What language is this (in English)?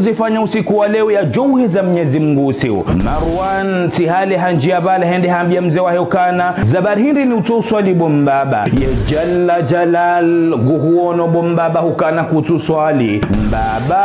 Ngazidja Comorian